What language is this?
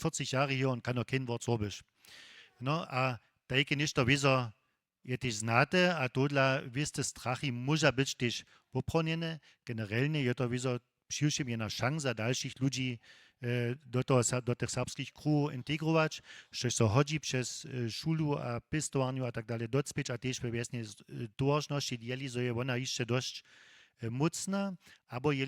Upper Sorbian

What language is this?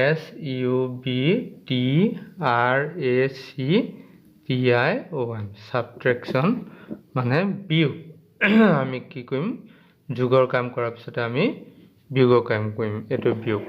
Assamese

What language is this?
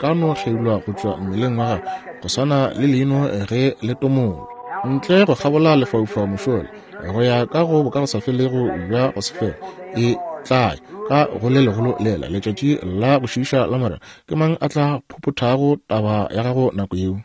Northern Sotho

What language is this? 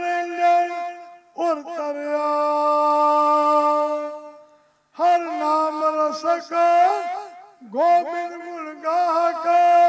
Punjabi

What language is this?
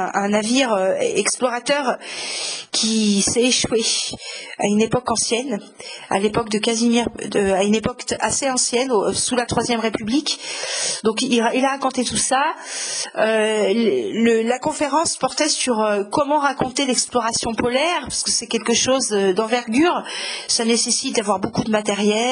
French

